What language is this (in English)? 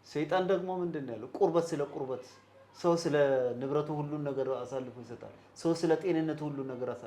Amharic